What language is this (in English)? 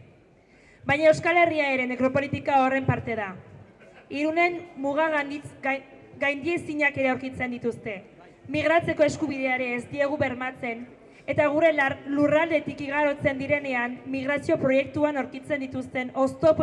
Basque